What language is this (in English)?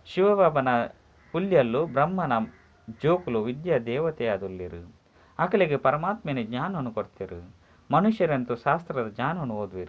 Tulu